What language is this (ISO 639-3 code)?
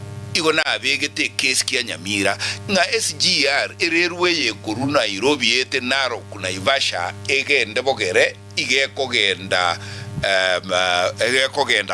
guz